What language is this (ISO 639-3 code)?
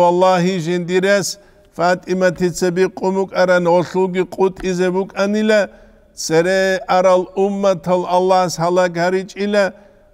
ava